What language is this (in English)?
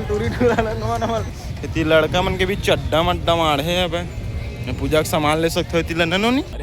Chhattisgarhi